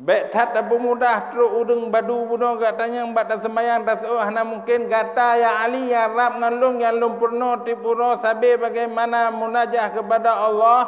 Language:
Achinese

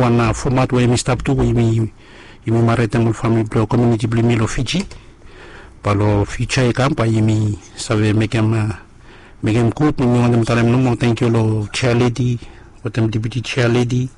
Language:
Bislama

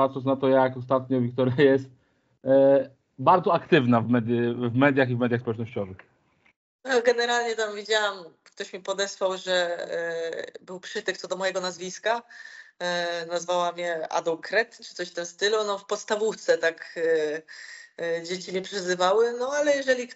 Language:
Polish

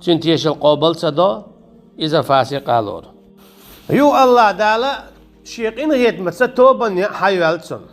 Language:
Chechen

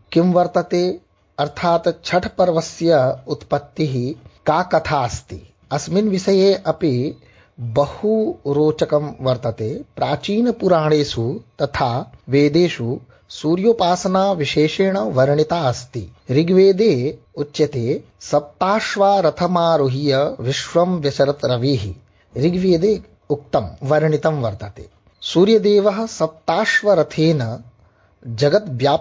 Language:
Sanskrit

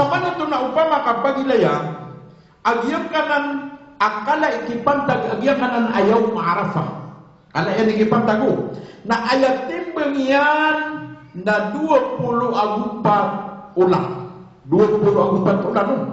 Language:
Maranao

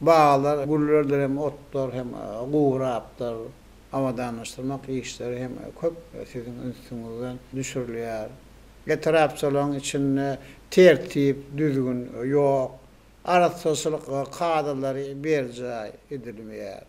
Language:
Turkmen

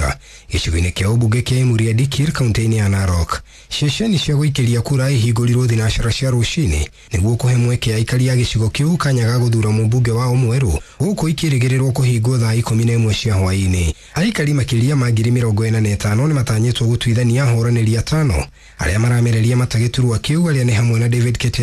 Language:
Kikuyu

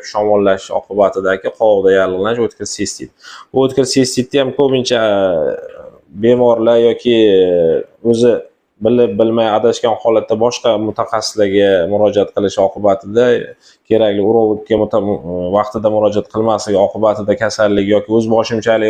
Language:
Uzbek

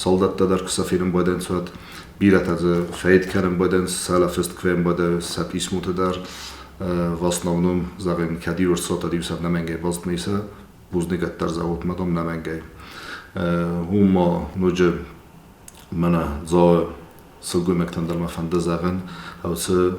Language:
Ossetic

